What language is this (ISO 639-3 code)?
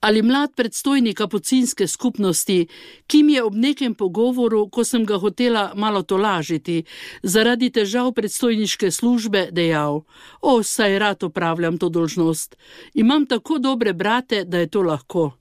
slv